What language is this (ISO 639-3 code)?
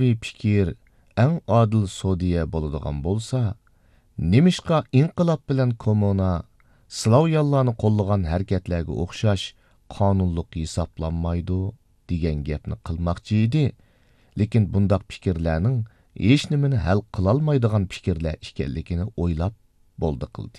uig